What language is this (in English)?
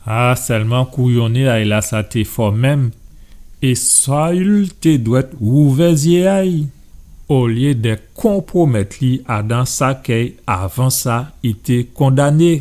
Guadeloupean Creole French